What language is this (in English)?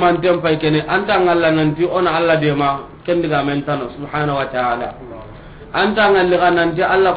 Soninke